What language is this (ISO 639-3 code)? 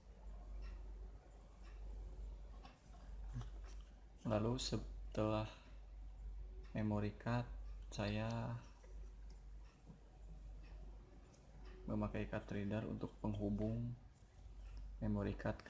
ind